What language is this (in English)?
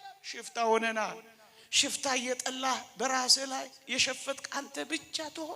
Amharic